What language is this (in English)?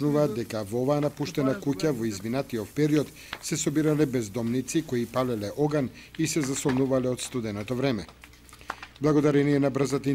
Macedonian